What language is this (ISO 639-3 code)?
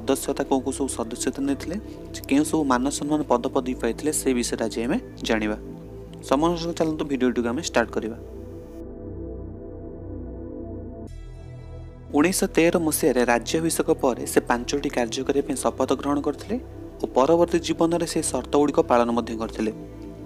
ori